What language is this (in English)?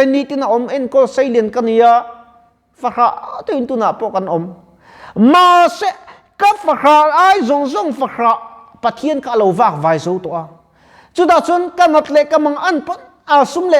Mizo